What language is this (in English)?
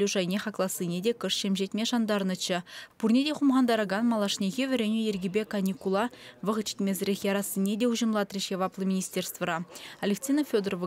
Chuvash